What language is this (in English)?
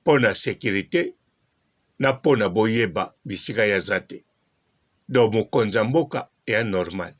Lingala